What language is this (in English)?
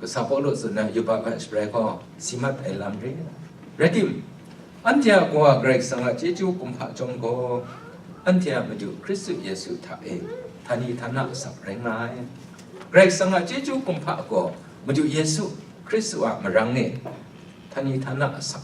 Kachin